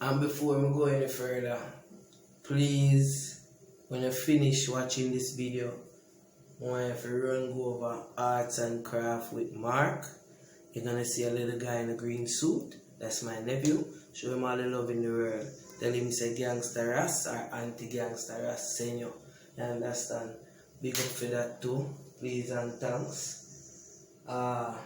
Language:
Jamaican Creole English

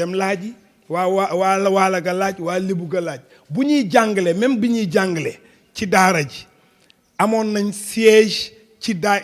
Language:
Wolof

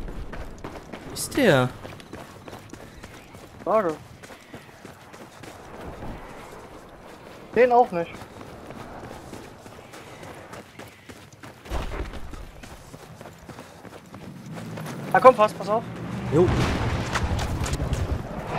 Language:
German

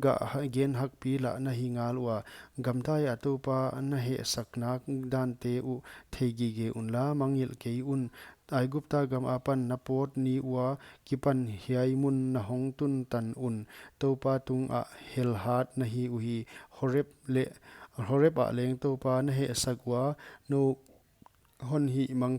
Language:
Paite Chin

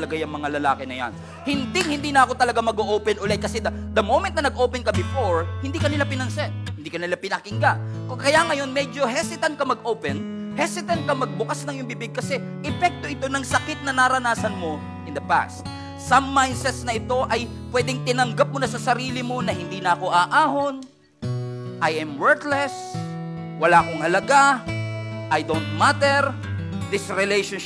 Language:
Filipino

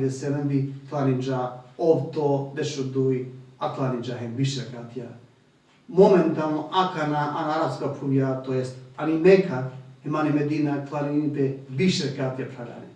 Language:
Balkan Romani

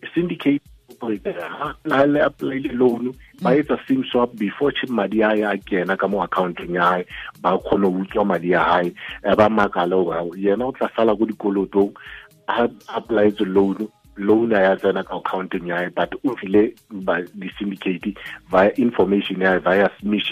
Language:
Southern Sotho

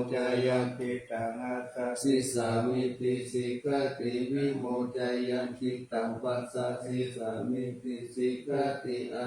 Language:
Pali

